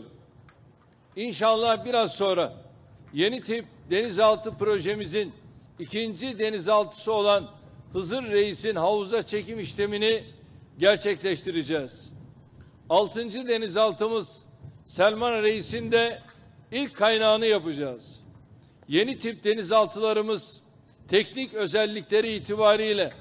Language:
Turkish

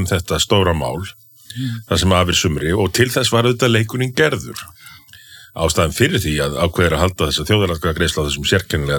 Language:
Icelandic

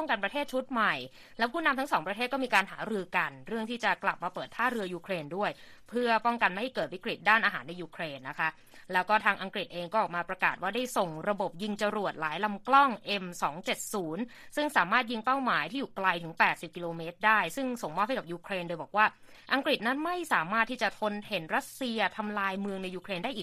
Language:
Thai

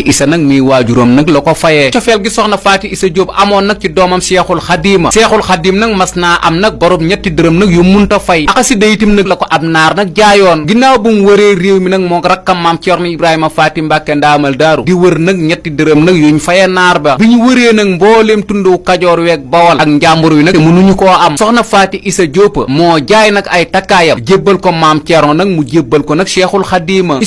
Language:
Wolof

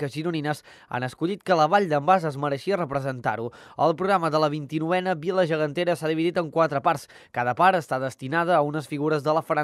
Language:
Catalan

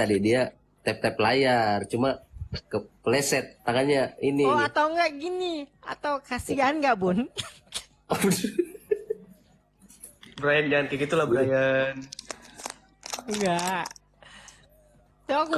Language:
Indonesian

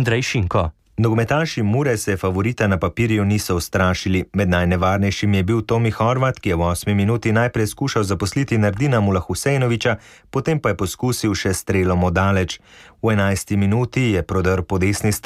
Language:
Slovenian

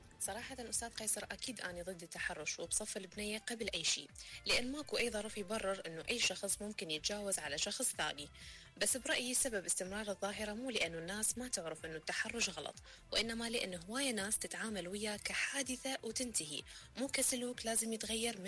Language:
Mesopotamian Arabic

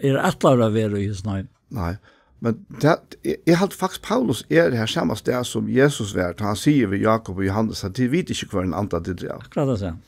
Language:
Faroese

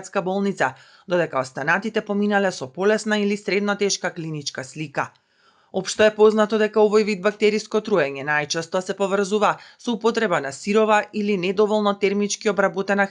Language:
Macedonian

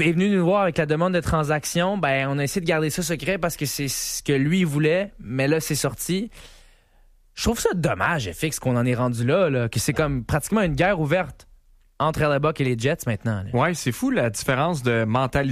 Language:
French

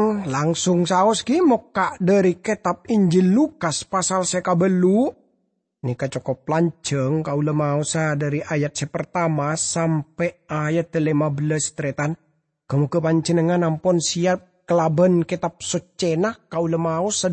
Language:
Madurese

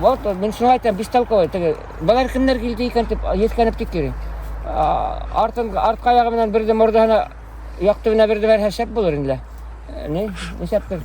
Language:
Bashkir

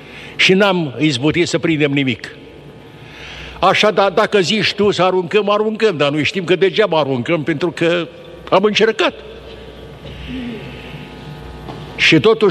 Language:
Romanian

